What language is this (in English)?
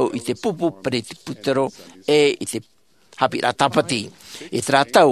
Tahitian